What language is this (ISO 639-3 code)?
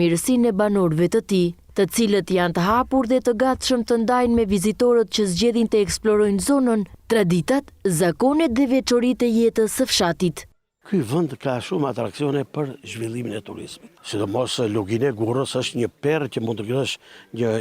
sqi